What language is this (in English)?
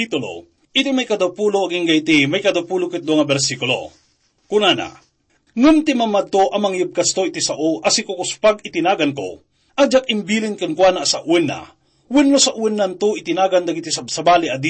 Iloko